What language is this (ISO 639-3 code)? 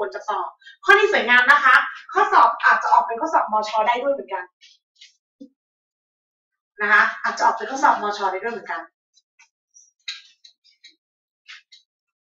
tha